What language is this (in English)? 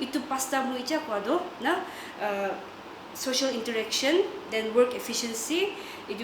Naga Pidgin